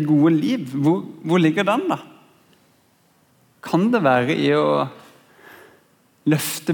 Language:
Norwegian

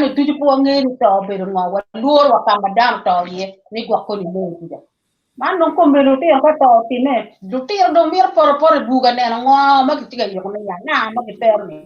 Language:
Acoli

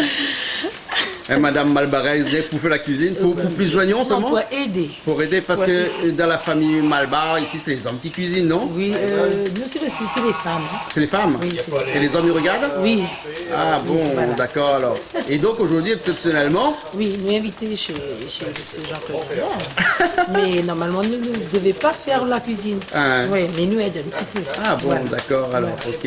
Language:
Réunion Creole French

